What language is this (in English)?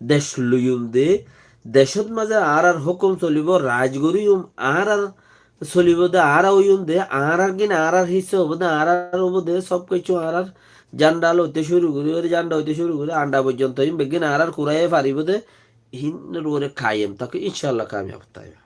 Rohingya